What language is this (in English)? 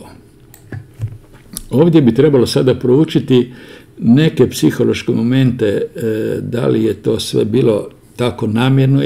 Croatian